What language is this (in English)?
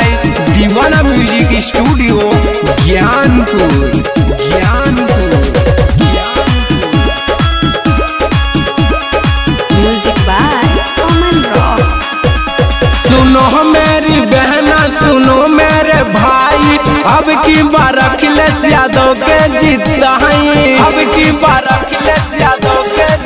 Bhojpuri